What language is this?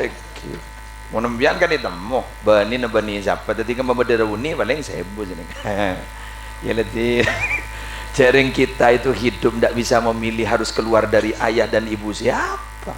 Madurese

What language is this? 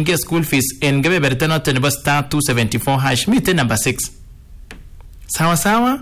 Swahili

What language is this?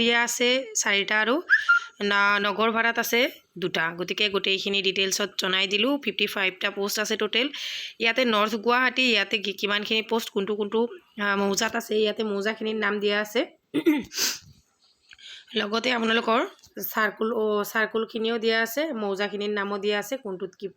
Assamese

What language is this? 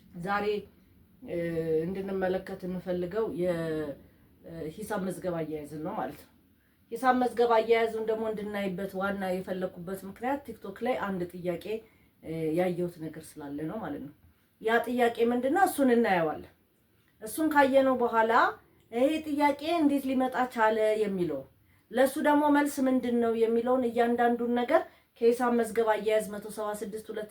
Amharic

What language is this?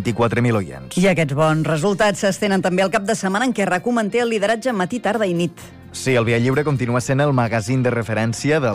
Catalan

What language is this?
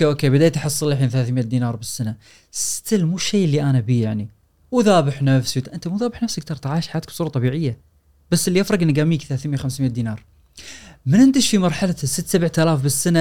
Gulf Arabic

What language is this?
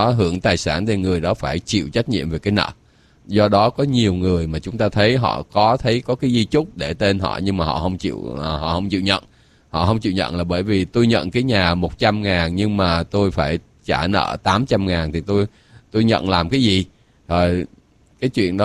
Vietnamese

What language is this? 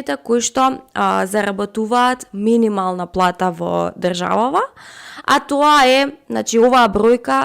Macedonian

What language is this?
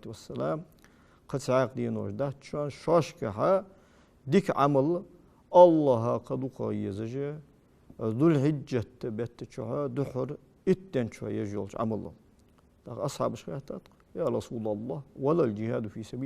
Ingush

